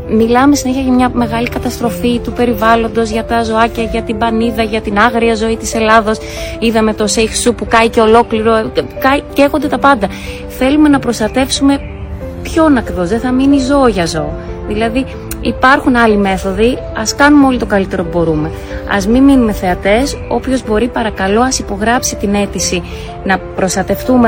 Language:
Greek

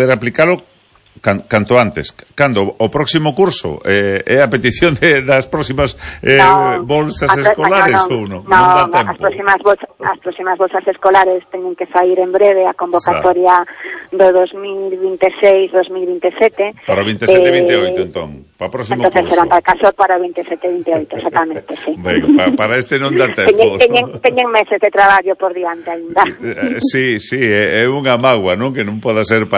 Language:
Galician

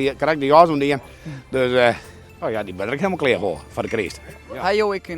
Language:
Western Frisian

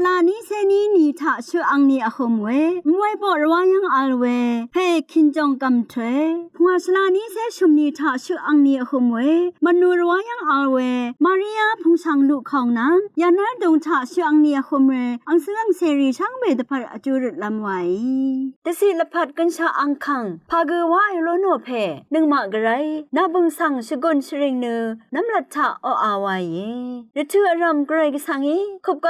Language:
Rawang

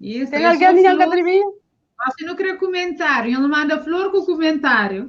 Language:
Kabuverdianu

